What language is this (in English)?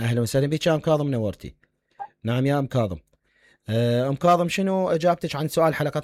Mesopotamian Arabic